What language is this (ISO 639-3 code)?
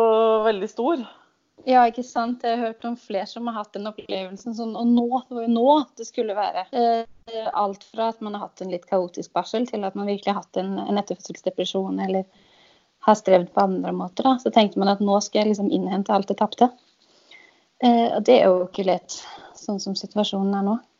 nor